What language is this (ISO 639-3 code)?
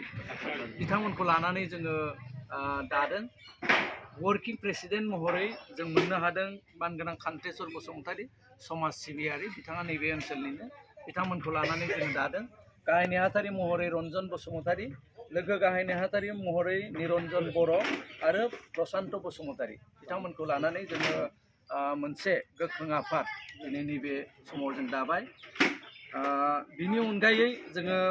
brx